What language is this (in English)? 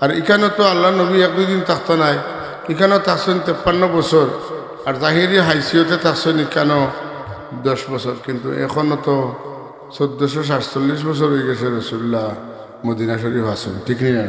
Sylheti